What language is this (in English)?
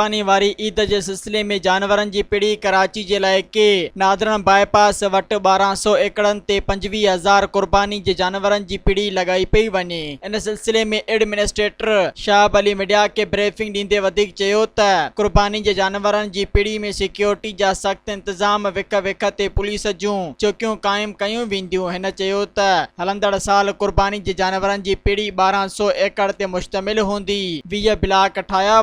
Sindhi